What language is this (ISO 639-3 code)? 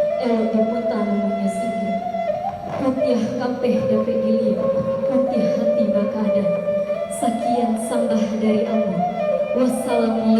min